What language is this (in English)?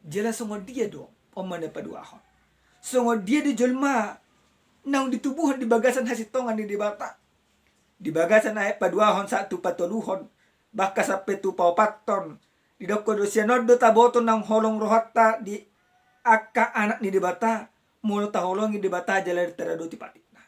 Batak Toba